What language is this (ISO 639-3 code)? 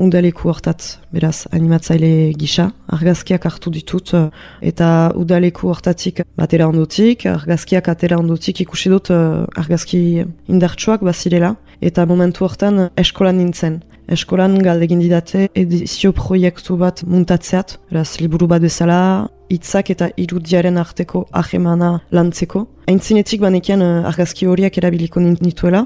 eus